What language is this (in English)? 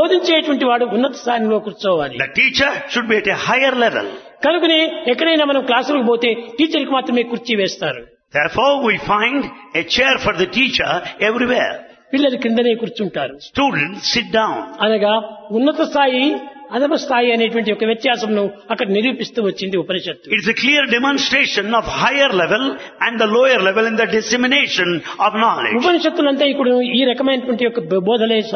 Telugu